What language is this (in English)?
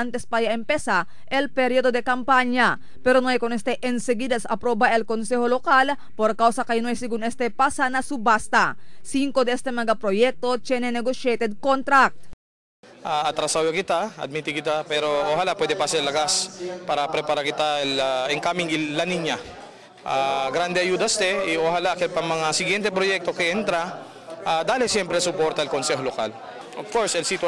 Chavacano